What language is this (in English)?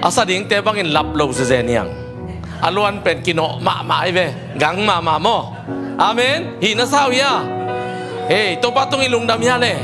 Tedim Chin